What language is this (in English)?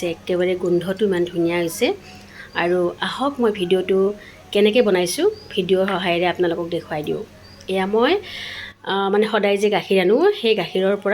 Assamese